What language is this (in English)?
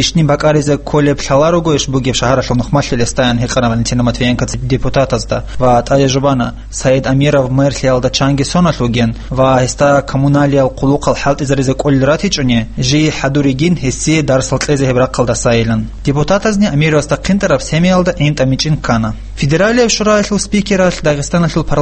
Avaric